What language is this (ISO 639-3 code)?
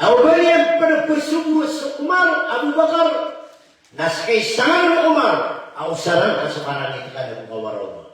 mrw